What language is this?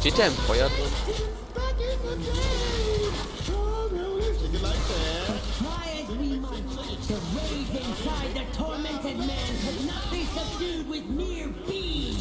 Palatine German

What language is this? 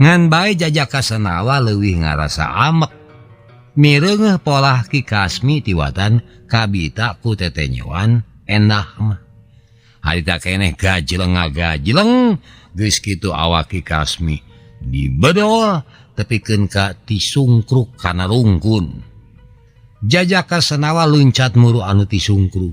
Sundanese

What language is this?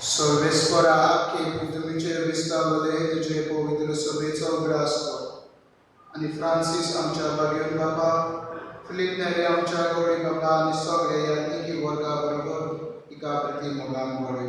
Konkani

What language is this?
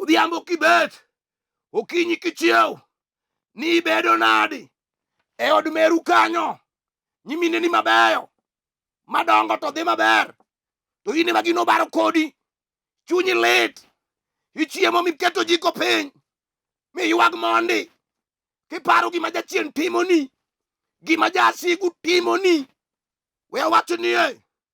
Luo (Kenya and Tanzania)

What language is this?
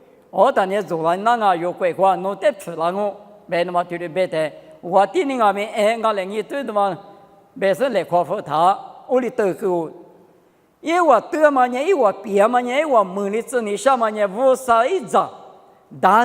Lisu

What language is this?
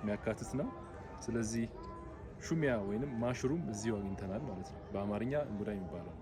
Amharic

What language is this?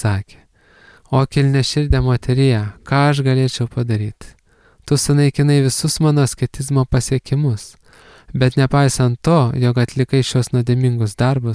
Lithuanian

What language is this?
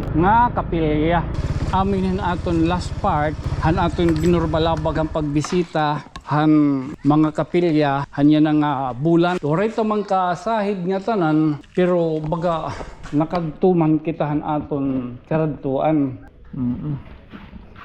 Waray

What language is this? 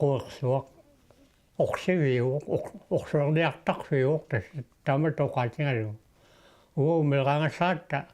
Kalaallisut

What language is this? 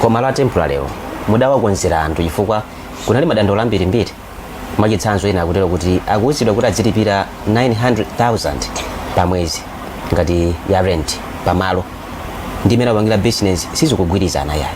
Nyanja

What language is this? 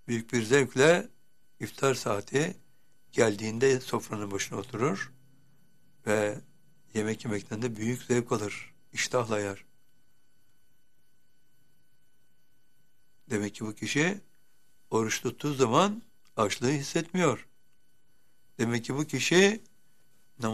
Turkish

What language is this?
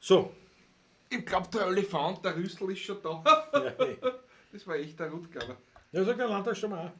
Bavarian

